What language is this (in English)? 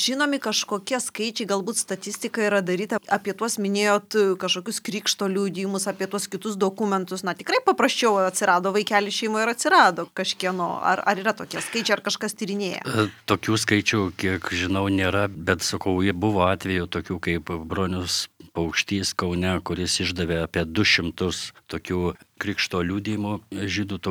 Lithuanian